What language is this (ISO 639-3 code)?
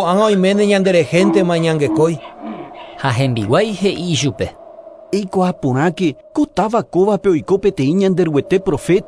grn